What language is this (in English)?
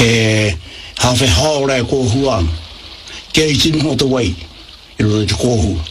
Māori